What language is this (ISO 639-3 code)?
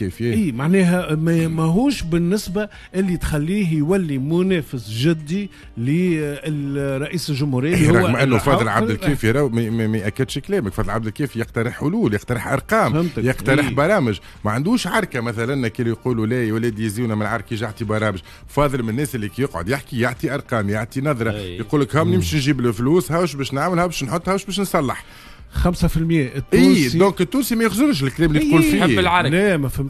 aeb